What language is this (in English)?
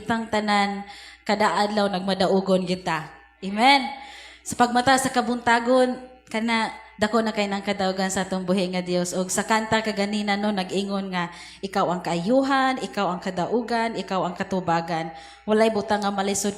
Cebuano